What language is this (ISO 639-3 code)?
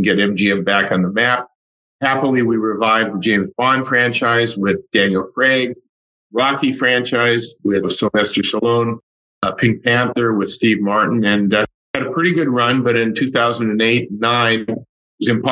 eng